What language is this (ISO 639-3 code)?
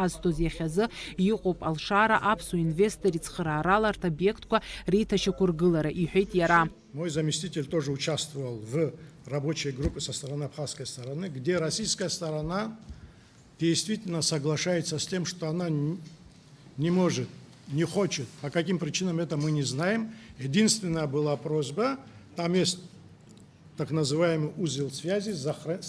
abk